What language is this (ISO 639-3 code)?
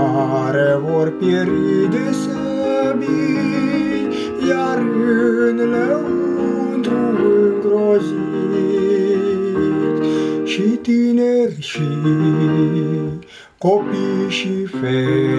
ron